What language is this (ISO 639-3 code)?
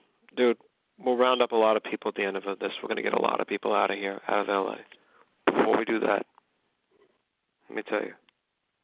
eng